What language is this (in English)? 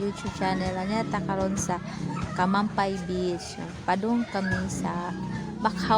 Cebuano